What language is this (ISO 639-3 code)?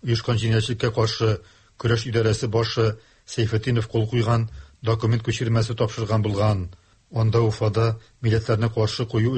tat